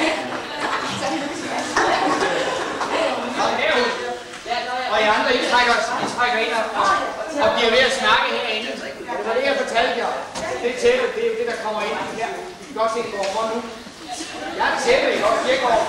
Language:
Danish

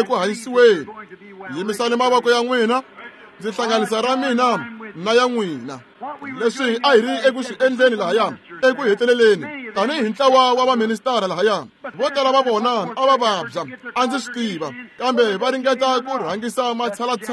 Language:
Tsonga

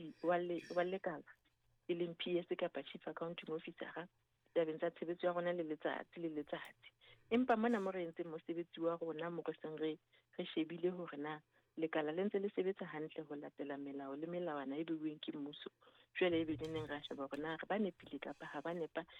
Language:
Southern Sotho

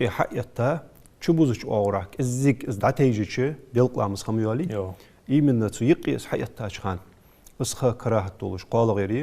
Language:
Ingush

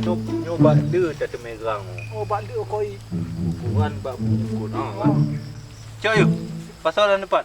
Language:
Achinese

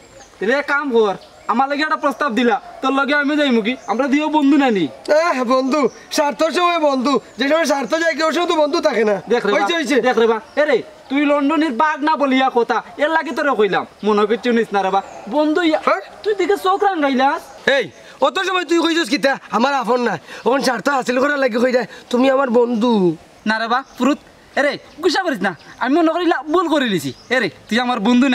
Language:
Sylheti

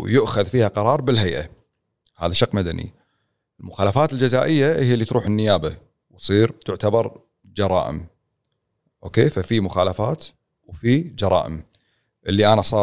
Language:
Gulf Arabic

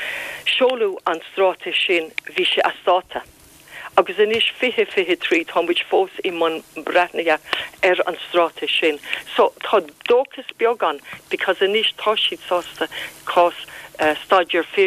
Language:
Irish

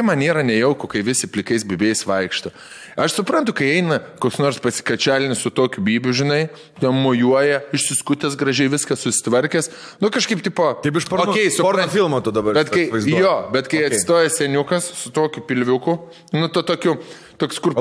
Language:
Lithuanian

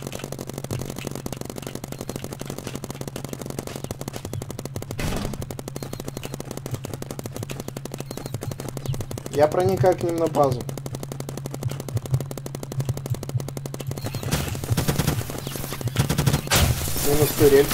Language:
Russian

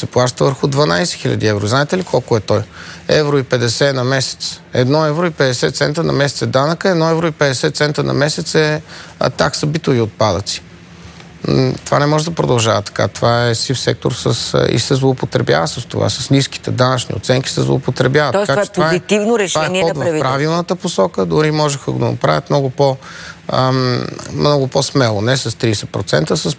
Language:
Bulgarian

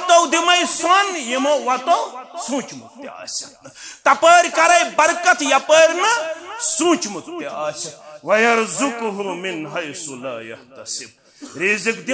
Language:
Kashmiri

